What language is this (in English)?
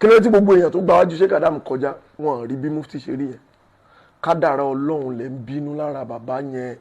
Yoruba